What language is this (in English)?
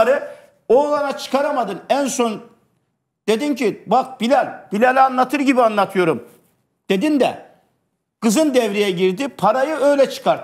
Turkish